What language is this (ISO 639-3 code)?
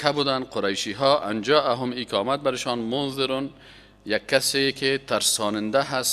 fas